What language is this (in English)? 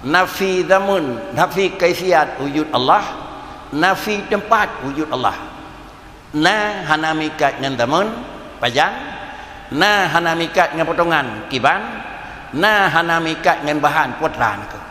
Achinese